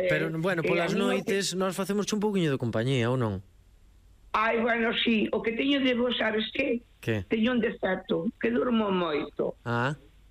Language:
Galician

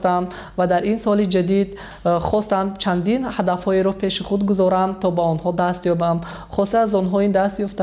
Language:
Tajik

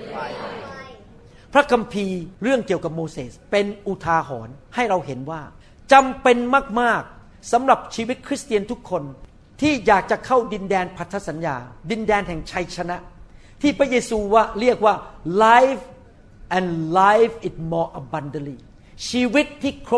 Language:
Thai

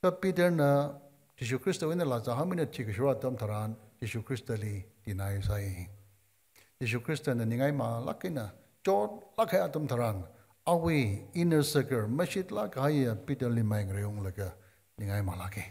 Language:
Tangkhul Naga (India)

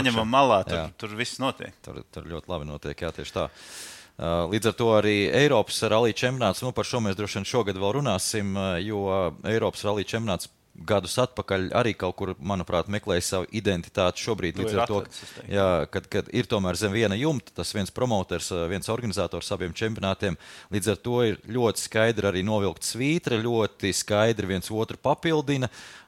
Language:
Latvian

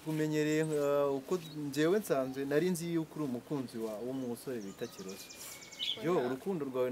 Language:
Kinyarwanda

